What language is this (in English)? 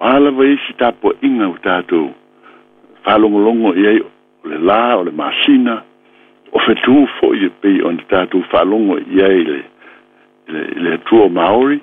Samoan